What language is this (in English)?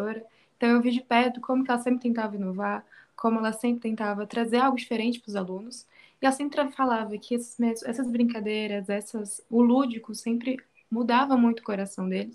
Portuguese